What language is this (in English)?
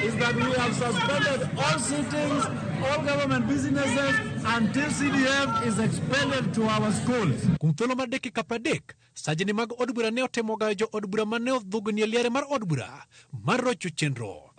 Luo (Kenya and Tanzania)